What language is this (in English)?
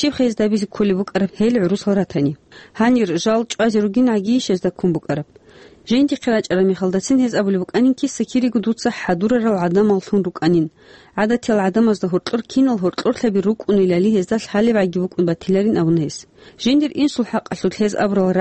Avaric